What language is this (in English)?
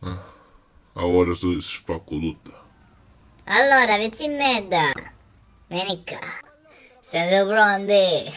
Sicilian